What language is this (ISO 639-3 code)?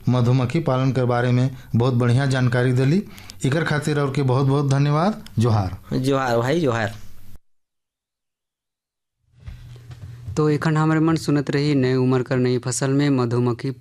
sck